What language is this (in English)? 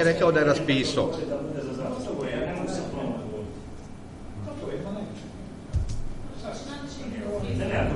Croatian